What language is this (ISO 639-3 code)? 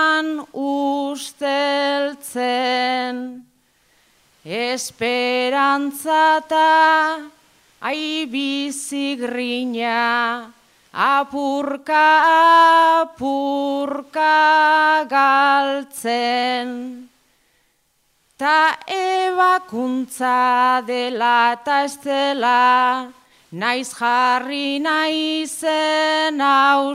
eus